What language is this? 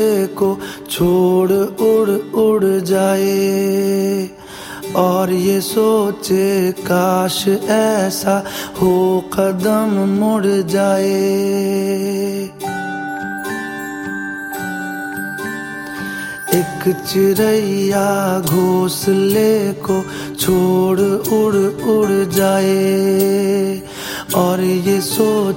Hindi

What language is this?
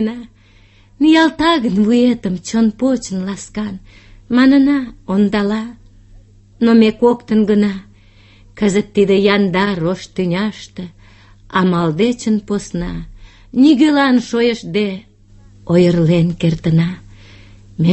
Mari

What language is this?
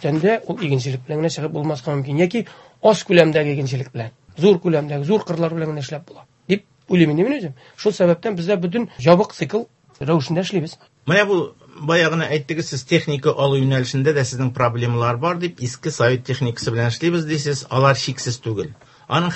Tatar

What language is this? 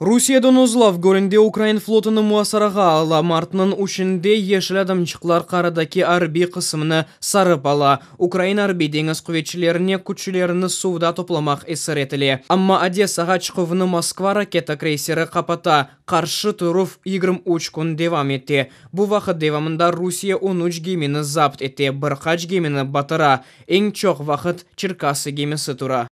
Crimean Tatar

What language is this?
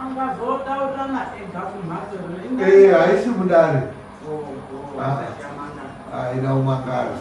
Shona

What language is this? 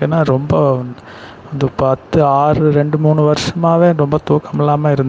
Tamil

